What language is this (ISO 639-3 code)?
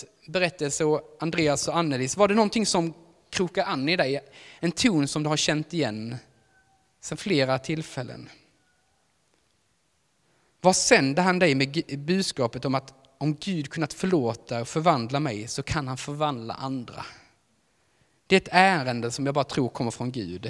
swe